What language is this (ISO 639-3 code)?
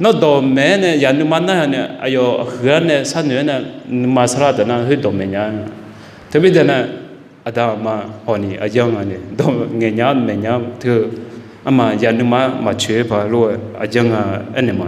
ahk